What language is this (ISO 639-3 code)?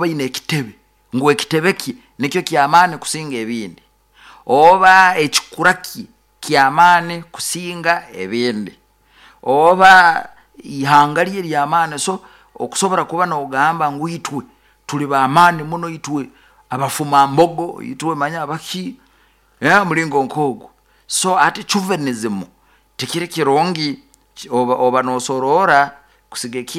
nyo